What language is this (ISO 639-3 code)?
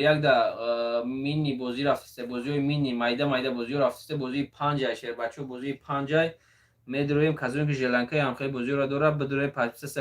tgk